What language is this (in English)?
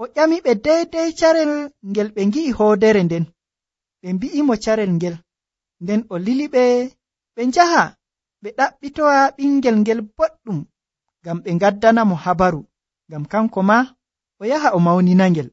Nigerian Fulfulde